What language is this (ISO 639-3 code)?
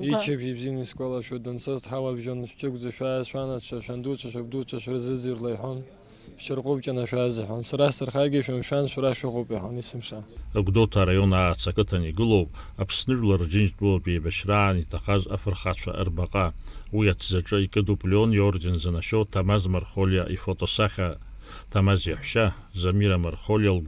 abk